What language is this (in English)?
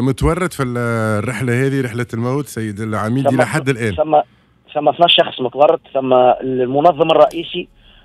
Tunisian Arabic